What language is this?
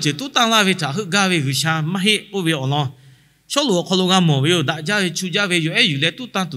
Lahu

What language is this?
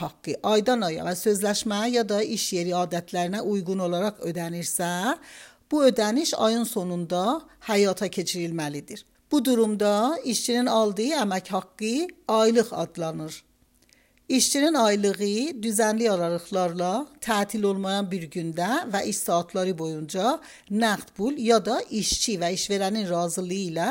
Azerbaijani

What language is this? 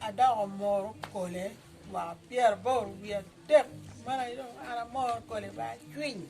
Acoli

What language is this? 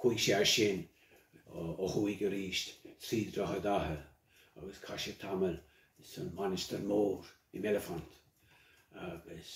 Irish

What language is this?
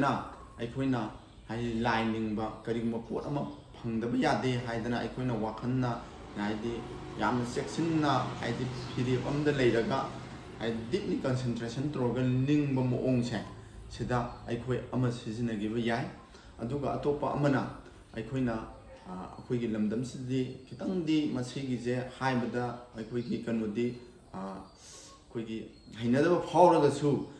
Manipuri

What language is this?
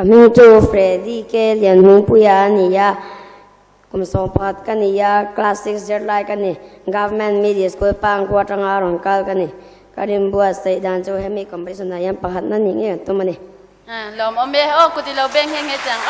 Hakha Chin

